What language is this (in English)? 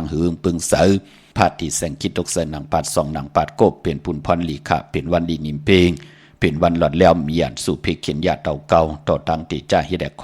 Shan